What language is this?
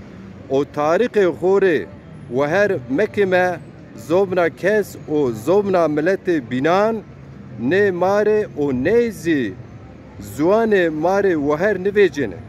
Zaza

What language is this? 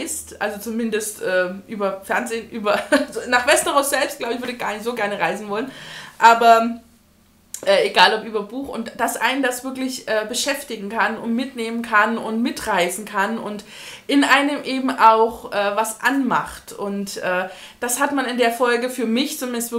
German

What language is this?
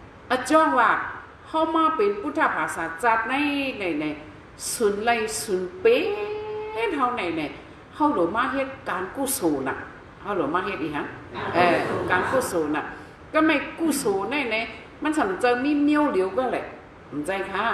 Shan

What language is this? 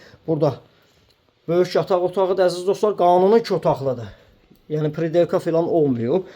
Azerbaijani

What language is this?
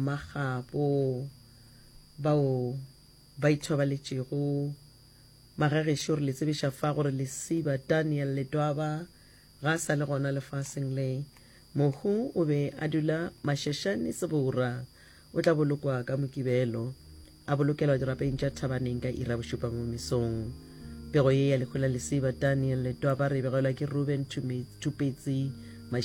Northern Sotho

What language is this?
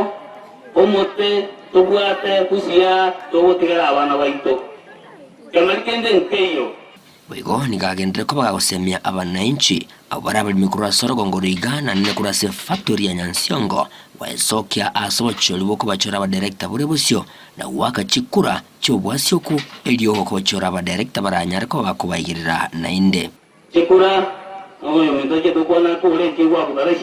Gusii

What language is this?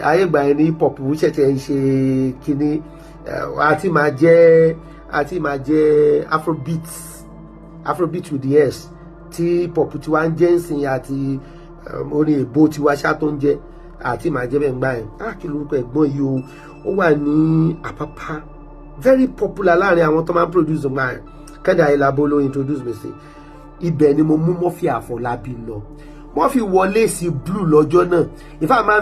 Yoruba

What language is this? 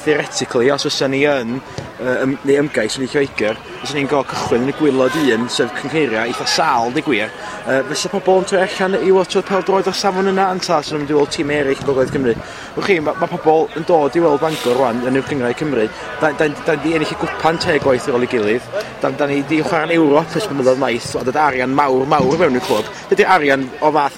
Welsh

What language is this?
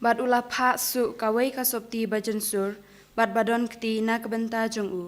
Khasi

